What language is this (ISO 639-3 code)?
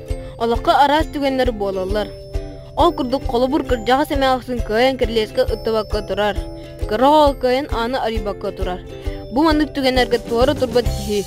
sah